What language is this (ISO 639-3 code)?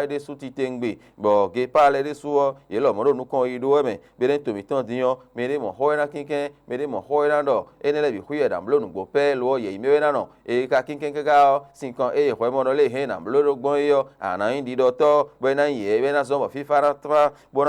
fon